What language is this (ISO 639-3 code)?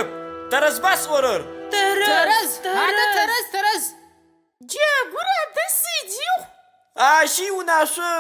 ady